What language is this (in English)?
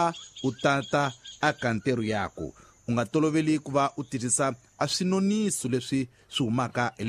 Tsonga